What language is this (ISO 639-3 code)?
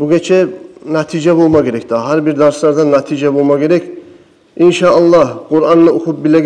kum